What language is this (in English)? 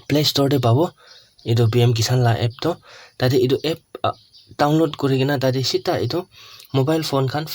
Naga Pidgin